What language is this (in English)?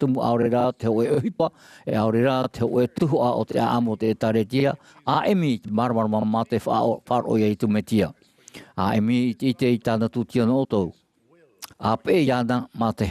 Tahitian